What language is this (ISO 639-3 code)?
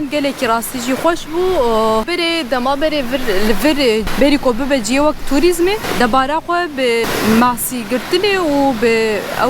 kur